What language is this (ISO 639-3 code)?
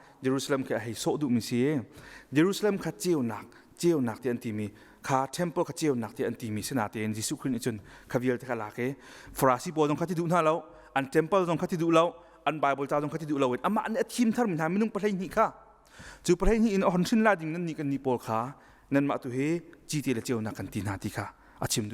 cnh